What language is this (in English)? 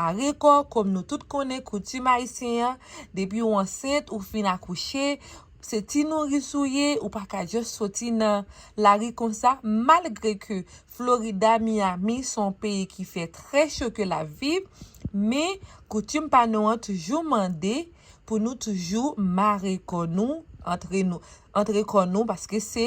Haitian Creole